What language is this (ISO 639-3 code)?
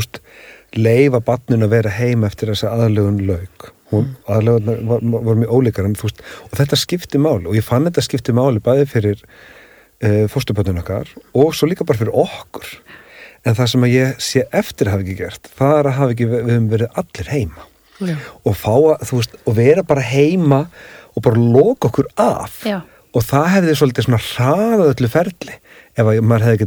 isl